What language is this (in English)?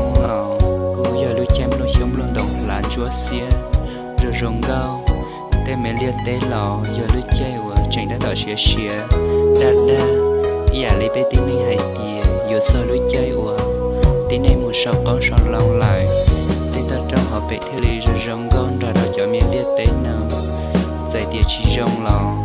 Hmong